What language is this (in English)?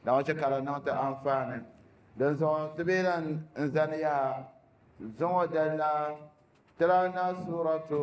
Dagbani